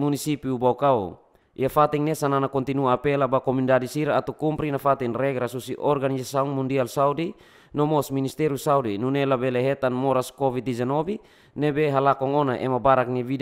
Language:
Tetum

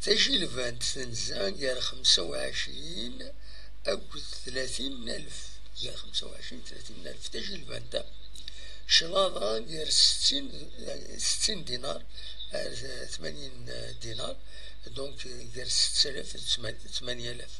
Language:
Kabyle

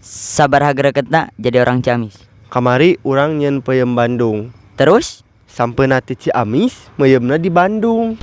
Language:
Sundanese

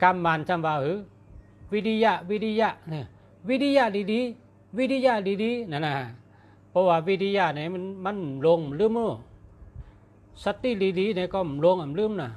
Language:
Shan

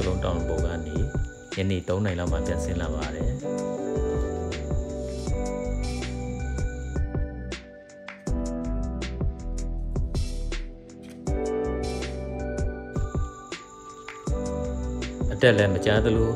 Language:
Burmese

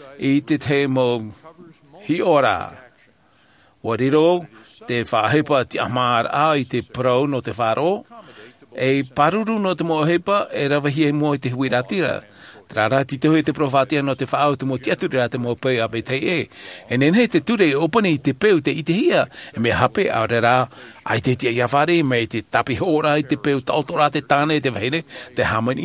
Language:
Tahitian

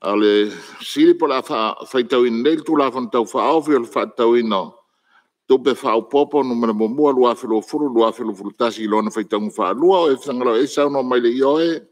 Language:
Samoan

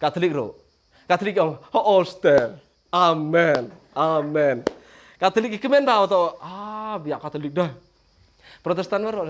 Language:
Khasi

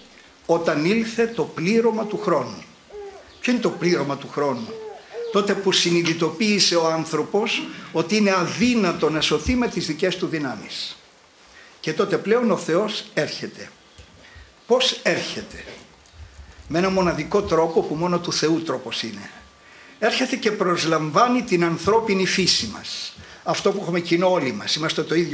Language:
Greek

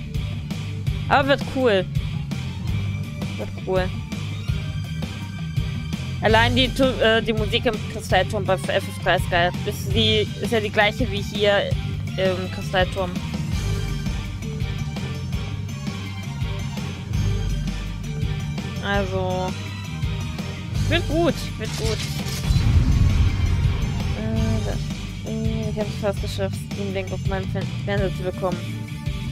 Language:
German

